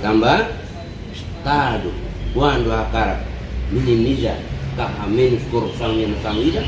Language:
Tetum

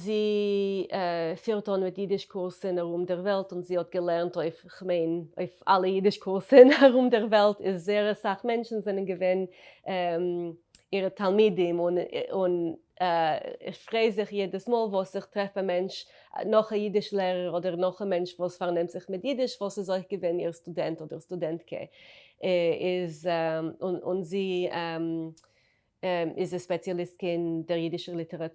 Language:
Yiddish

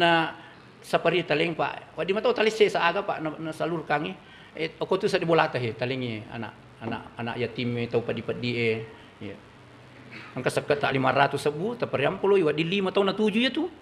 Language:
Buginese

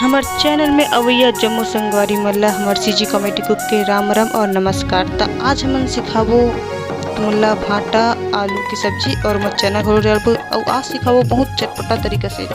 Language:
Chhattisgarhi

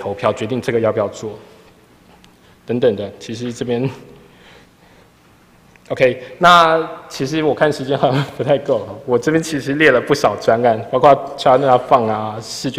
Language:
Chinese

